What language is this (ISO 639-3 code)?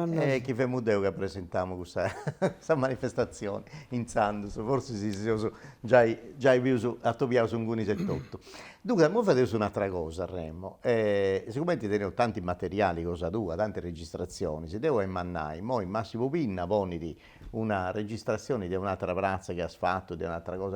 srd